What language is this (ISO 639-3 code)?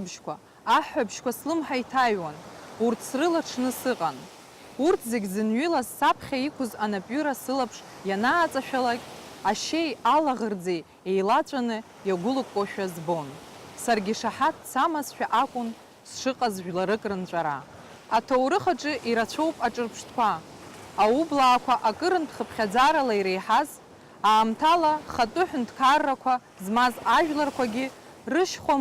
abk